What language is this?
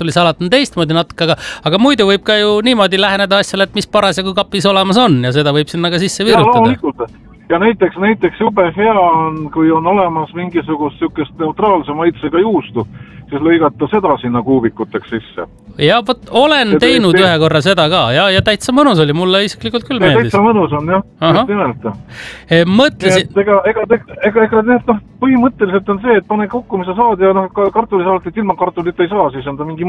Estonian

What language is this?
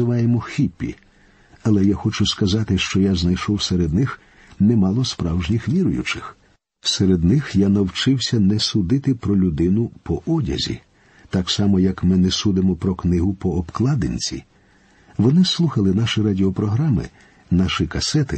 Ukrainian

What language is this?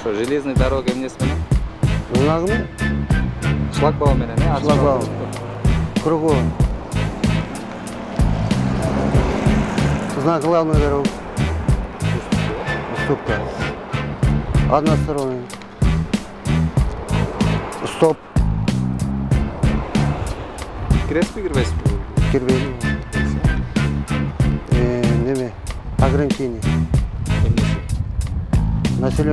Kyrgyz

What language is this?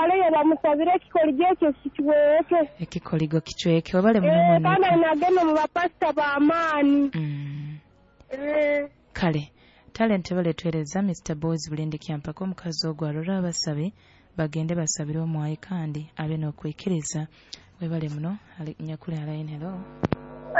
Nyoro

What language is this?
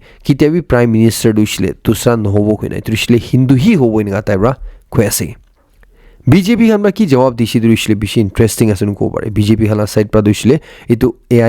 Naga Pidgin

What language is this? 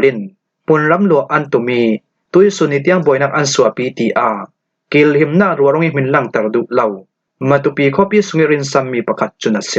Falam Chin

